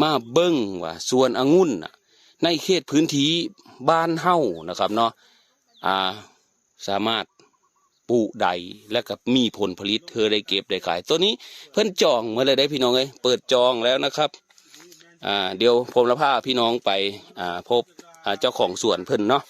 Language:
Northeastern Thai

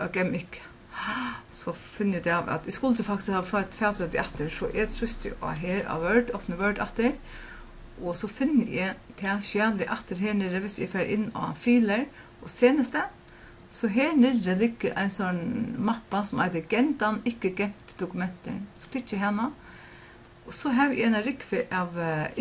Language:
Faroese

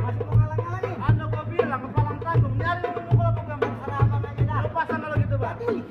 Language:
Betawi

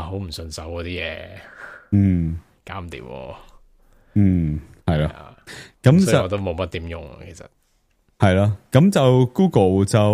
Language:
Cantonese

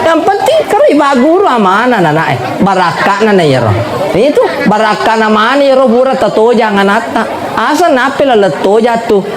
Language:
Buginese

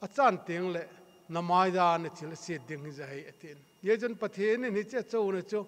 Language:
Thado Chin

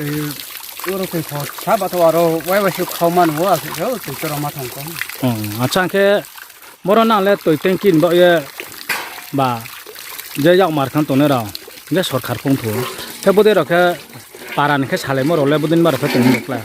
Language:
Riang (India)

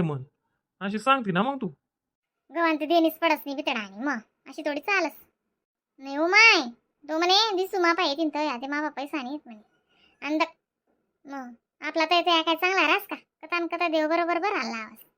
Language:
Khandesi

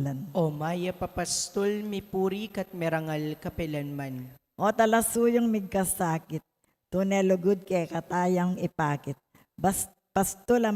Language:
Pampanga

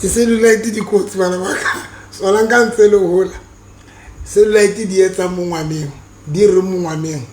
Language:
Southern Sotho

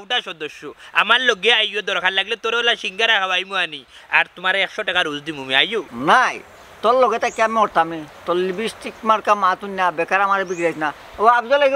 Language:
Sylheti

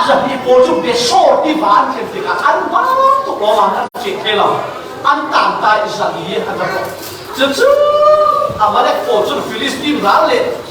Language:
Falam Chin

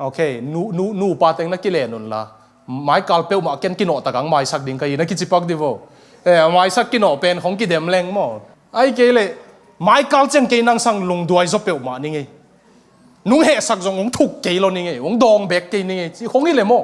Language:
Tedim Chin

